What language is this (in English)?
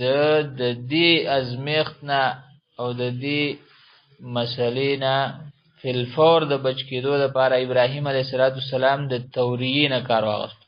Pashto